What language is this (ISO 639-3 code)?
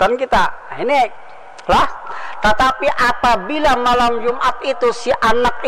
bjn